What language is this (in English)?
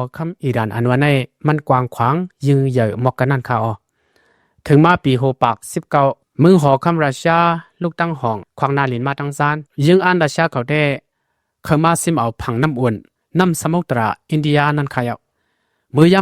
Shan